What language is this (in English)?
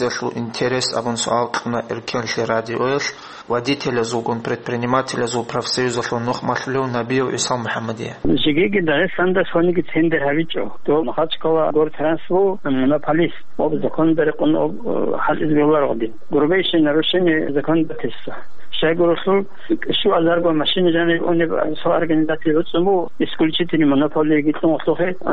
Avaric